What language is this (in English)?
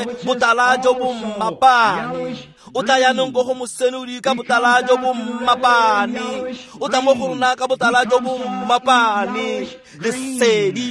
Tswana